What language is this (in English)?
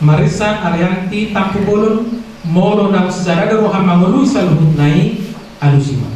Batak Toba